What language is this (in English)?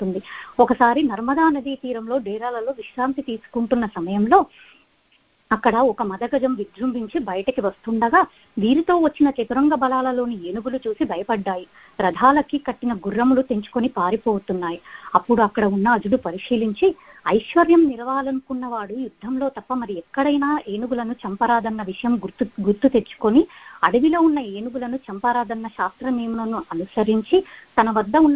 Telugu